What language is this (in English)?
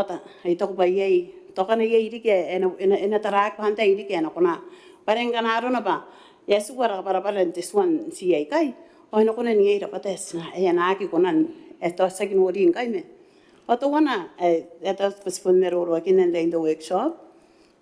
Gilbertese